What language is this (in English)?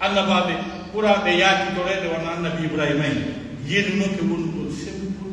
Pular